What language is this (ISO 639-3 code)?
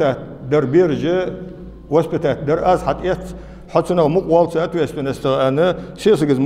inh